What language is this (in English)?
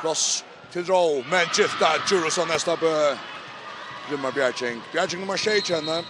Faroese